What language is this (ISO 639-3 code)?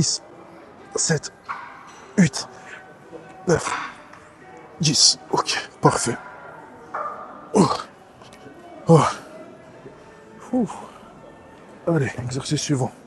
fra